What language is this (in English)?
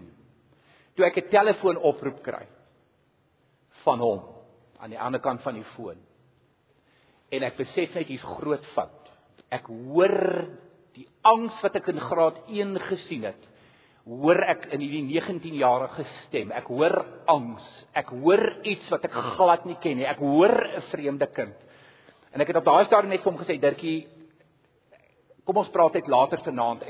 Afrikaans